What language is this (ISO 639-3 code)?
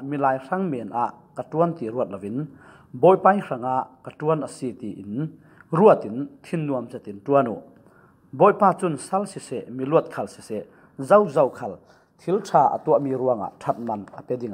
cfm